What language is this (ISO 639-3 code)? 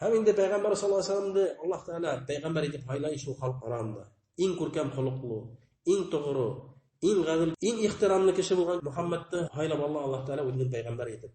bak